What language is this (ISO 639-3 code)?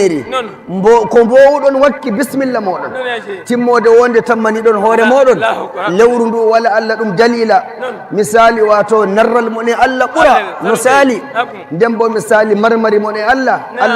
fuv